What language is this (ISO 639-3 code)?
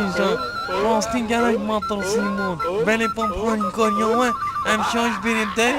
kur